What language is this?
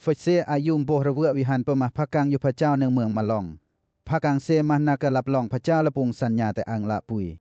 Western Lawa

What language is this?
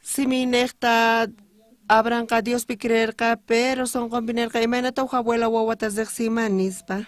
South Bolivian Quechua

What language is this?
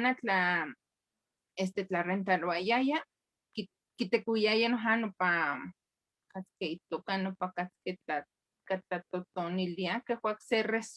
Eastern Huasteca Nahuatl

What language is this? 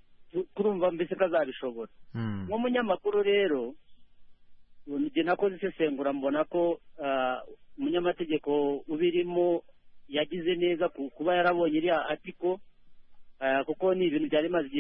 Kinyarwanda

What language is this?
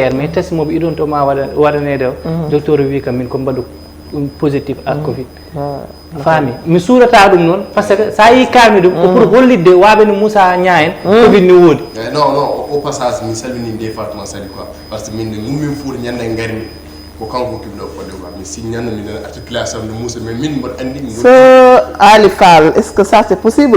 Fula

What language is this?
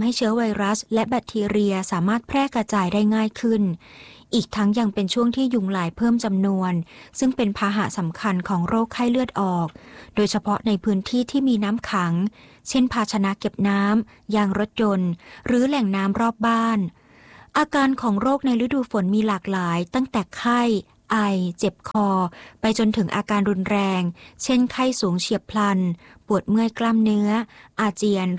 Thai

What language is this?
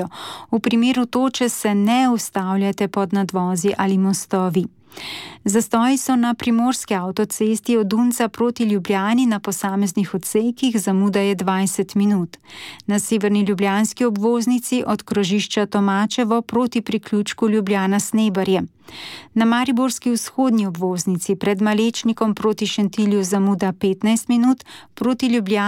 Slovenian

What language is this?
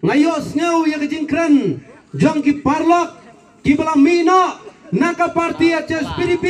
Khasi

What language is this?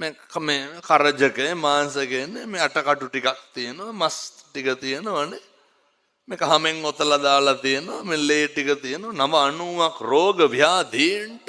Sinhala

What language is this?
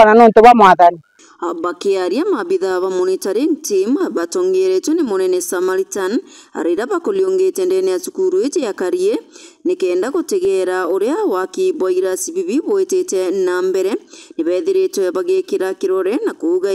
Meru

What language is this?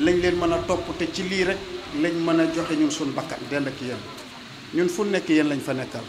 Wolof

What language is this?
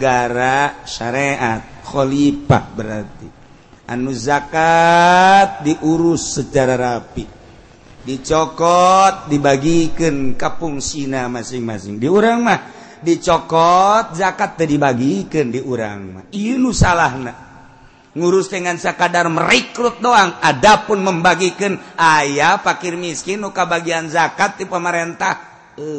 Sundanese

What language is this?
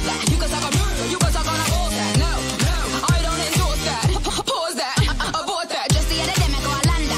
English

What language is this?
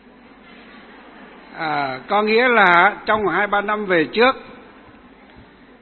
Vietnamese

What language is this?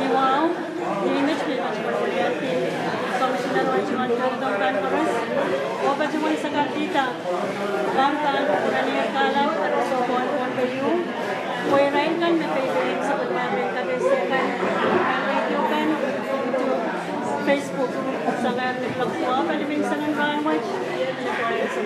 Pohnpeian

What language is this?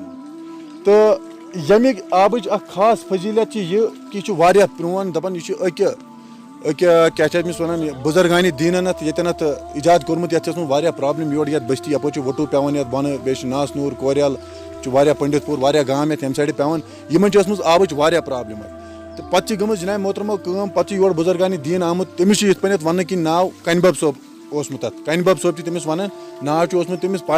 Kashmiri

